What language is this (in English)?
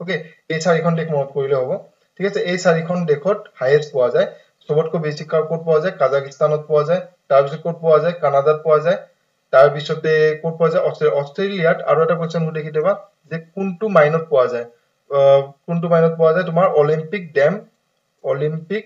Assamese